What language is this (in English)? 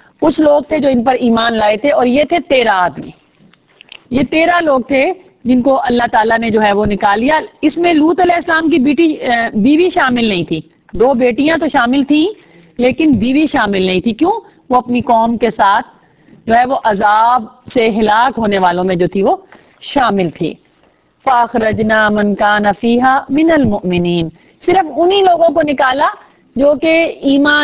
Urdu